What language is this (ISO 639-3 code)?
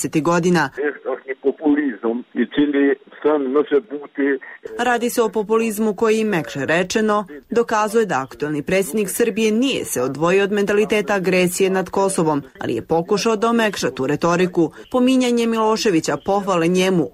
bos